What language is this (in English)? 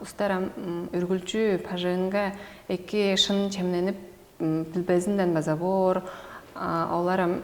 Tuvinian